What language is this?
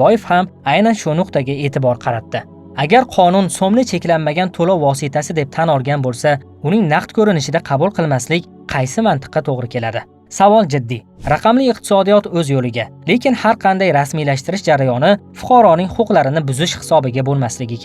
Uzbek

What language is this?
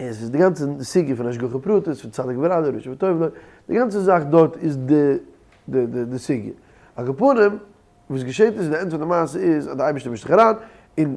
Yiddish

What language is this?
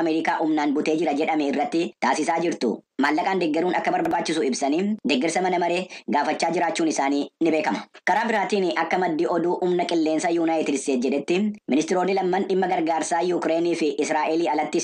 Oromo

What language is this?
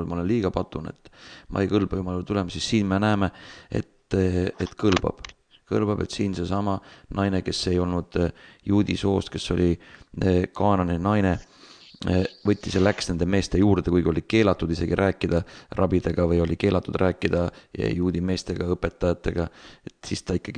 Estonian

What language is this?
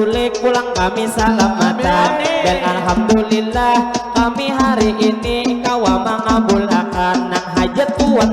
Banjar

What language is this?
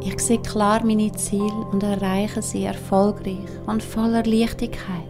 Swiss German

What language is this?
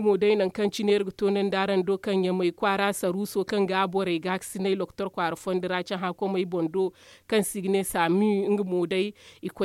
Zarma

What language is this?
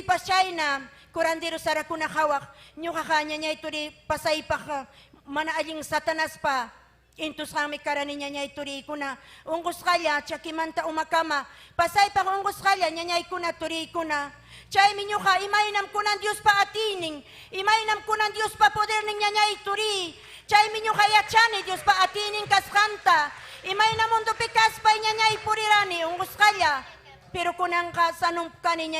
Ayacucho Quechua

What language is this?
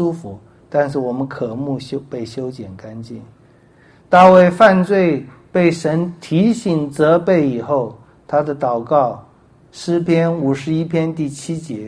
Chinese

